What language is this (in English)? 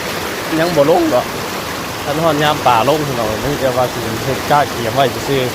Northeastern Thai